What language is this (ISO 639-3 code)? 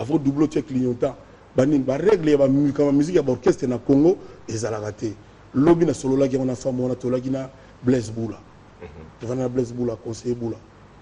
lin